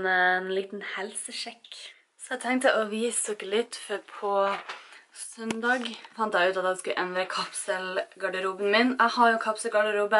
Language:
Norwegian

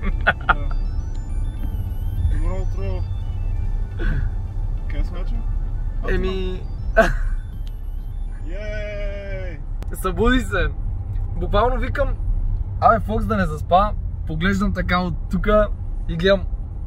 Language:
Bulgarian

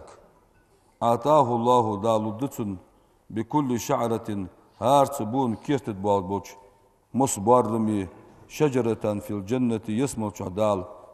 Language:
Ingush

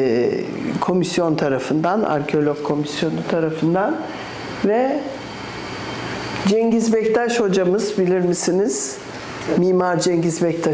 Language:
Turkish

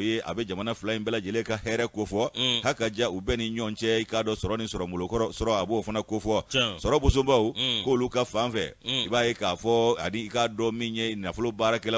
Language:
Bambara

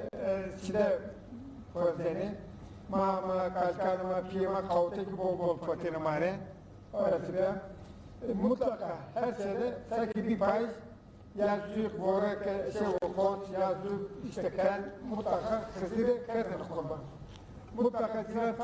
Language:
Zaza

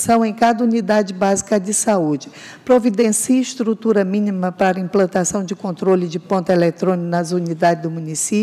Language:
Portuguese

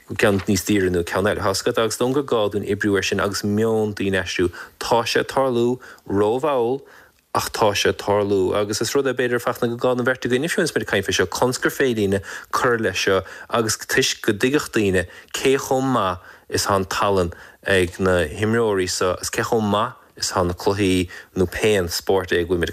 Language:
Irish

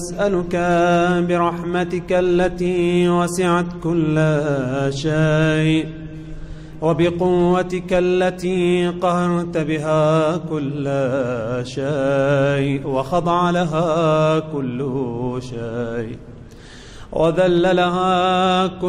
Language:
Arabic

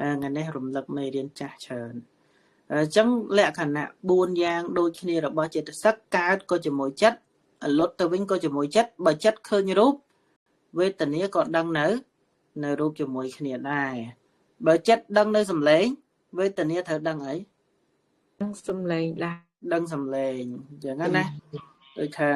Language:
Khmer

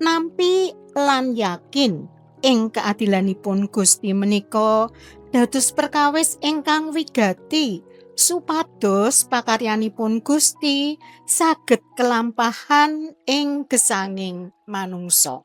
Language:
Javanese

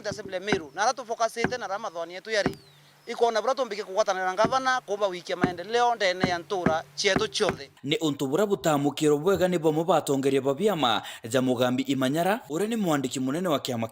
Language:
Meru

